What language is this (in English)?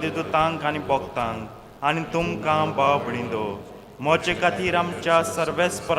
Konkani